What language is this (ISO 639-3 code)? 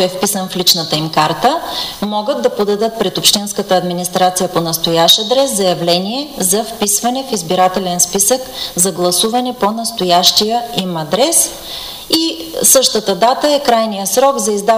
bul